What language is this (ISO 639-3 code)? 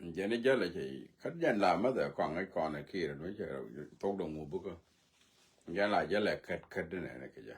nus